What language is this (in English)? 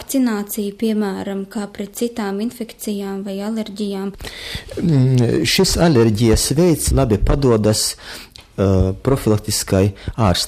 Latvian